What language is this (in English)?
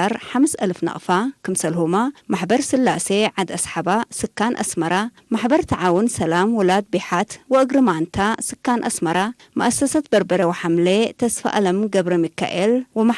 Tigre